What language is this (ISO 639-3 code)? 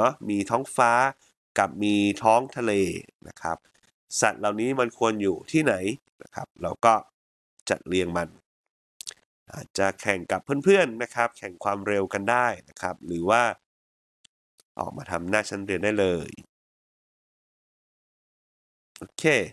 tha